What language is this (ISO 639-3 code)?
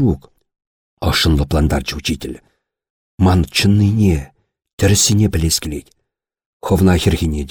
chv